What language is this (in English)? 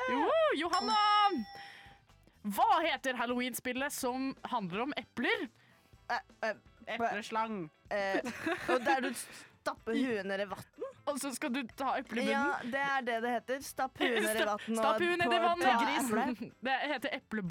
Norwegian